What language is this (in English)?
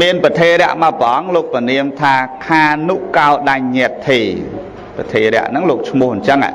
Khmer